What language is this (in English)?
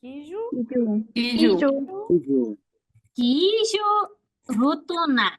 Imbabura Highland Quichua